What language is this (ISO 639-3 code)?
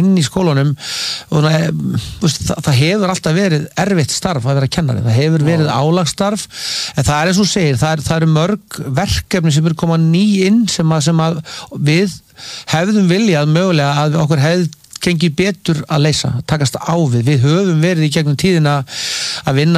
isl